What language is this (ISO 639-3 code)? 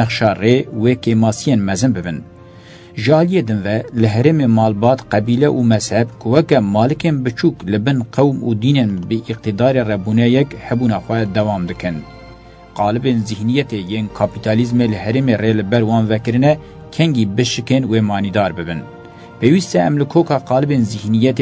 kur